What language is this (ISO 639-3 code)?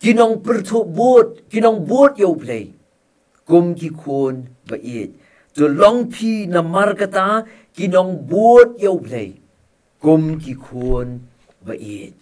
kha